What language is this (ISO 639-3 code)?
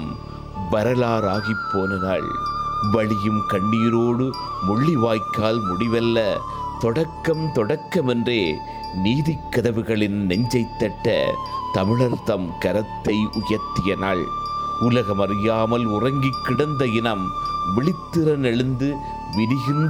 tam